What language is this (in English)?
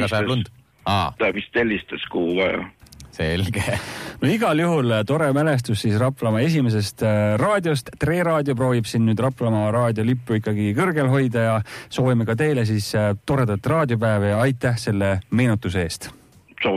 Estonian